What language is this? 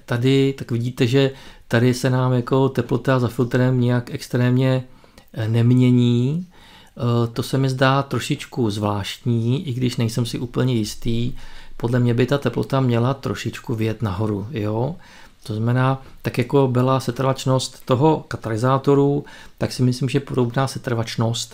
Czech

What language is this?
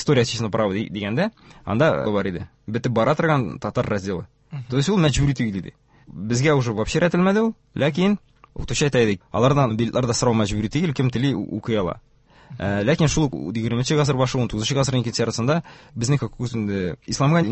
Tatar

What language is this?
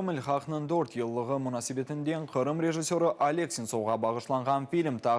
Crimean Tatar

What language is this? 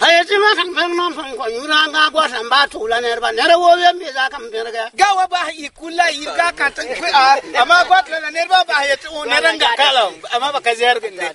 Frafra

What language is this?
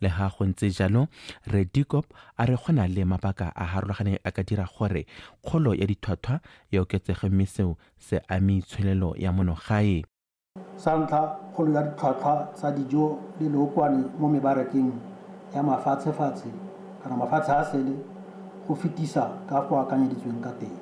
Tswana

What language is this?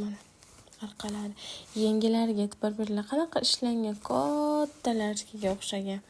Uzbek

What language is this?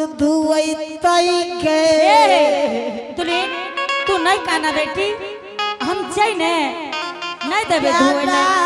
Angika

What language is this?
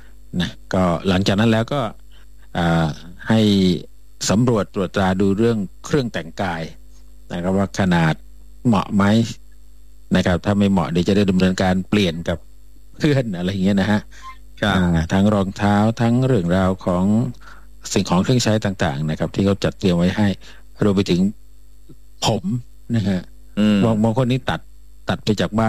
Thai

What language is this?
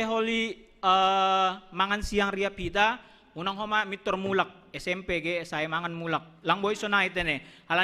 Batak Simalungun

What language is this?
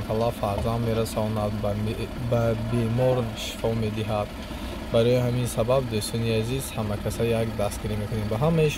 Tajik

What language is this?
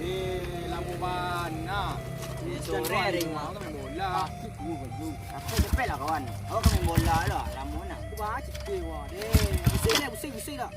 Minangkabau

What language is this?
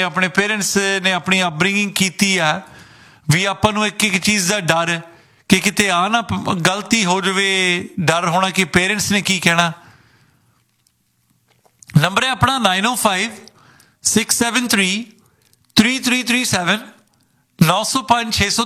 Punjabi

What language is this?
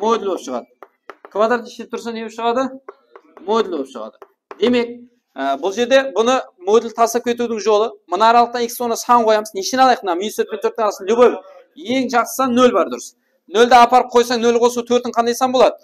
Kara-Kalpak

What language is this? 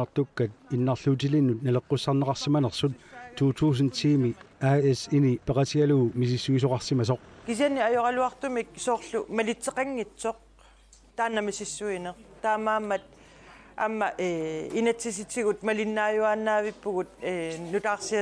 Kalaallisut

